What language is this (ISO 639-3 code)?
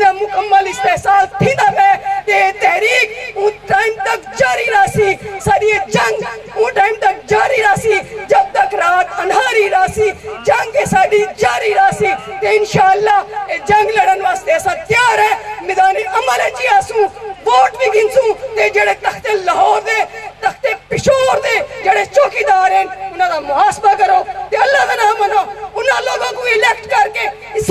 skr